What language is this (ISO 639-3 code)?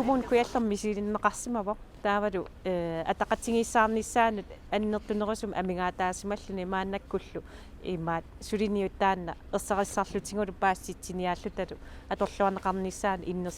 kal